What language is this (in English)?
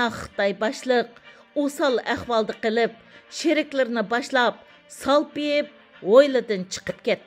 Uyghur